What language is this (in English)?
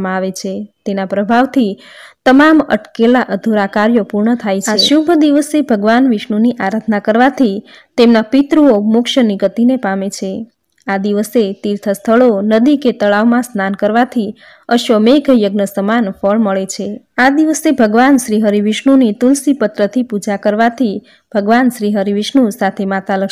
Gujarati